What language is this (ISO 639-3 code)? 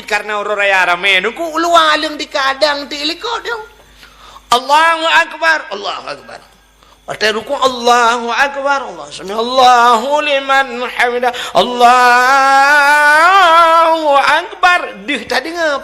ace